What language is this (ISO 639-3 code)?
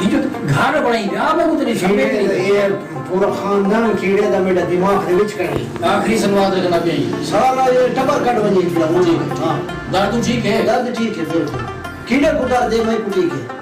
skr